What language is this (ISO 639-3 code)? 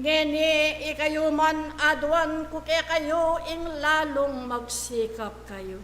pam